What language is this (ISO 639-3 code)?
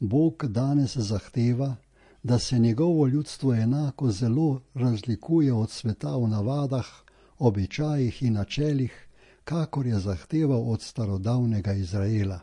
slv